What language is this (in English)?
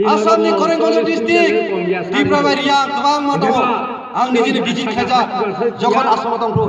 Kok Borok